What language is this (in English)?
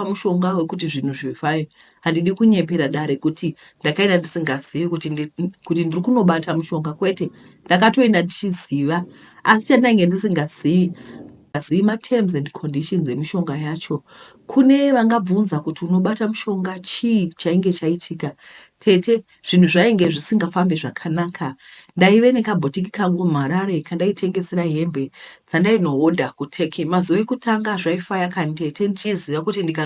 Shona